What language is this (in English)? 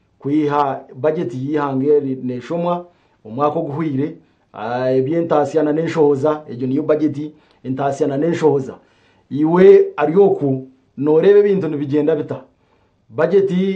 Nyankole